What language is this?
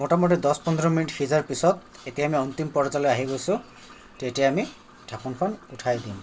Assamese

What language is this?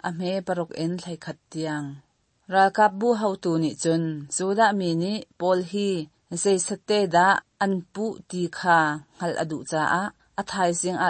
Hakha Chin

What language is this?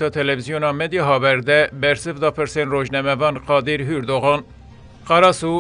Kurdish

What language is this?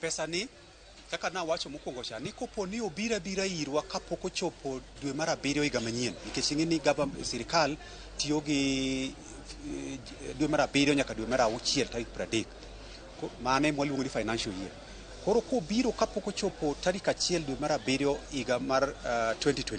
Luo (Kenya and Tanzania)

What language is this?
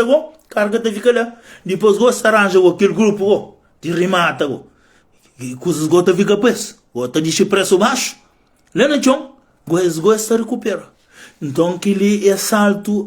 Kabuverdianu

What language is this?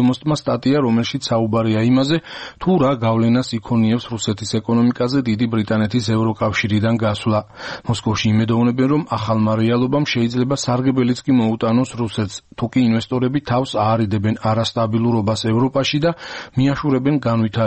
Georgian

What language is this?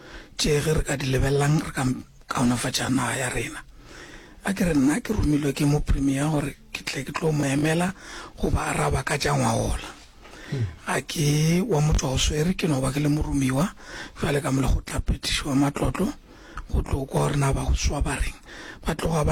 Northern Sotho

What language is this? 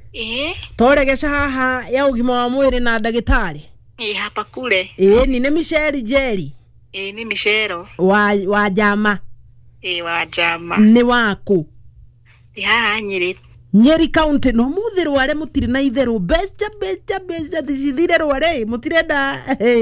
Kikuyu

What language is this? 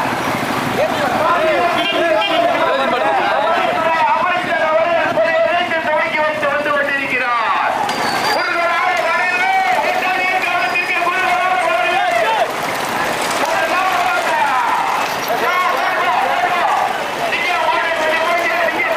Tamil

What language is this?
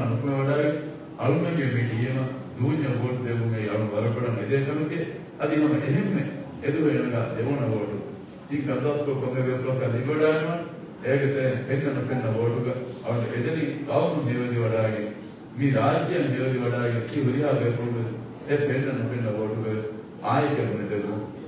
Divehi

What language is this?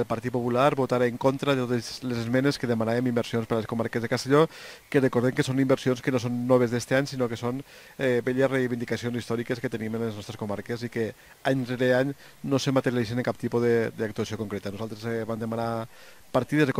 Catalan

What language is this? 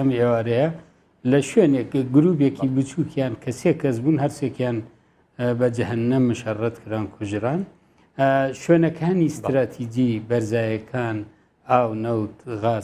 Central Kurdish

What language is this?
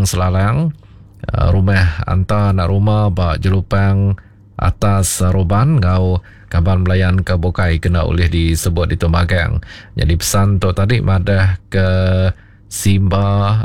Iban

